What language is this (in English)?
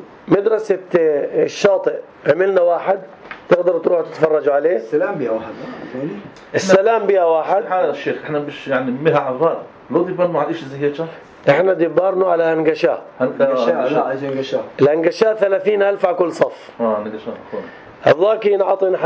North Levantine Arabic